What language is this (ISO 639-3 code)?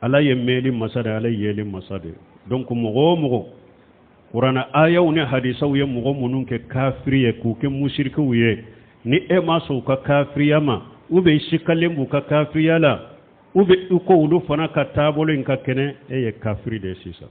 bam